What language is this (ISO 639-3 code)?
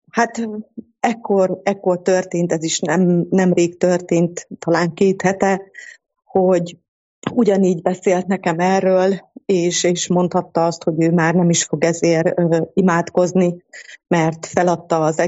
hun